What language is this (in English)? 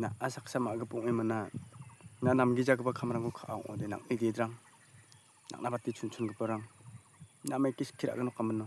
Garo